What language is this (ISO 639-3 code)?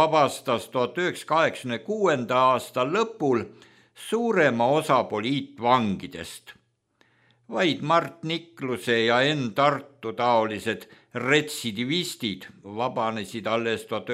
est